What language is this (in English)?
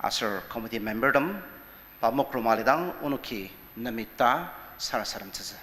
Ao Naga